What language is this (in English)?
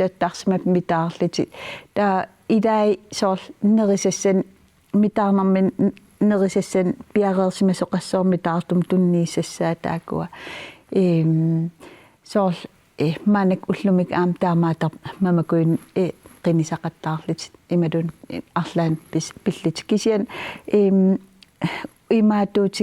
Kalaallisut